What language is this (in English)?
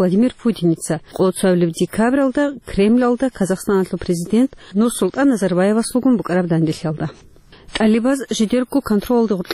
Avaric